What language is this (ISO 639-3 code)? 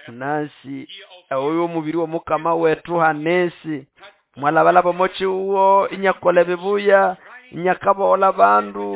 nnb